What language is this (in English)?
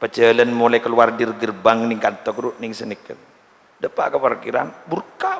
Madurese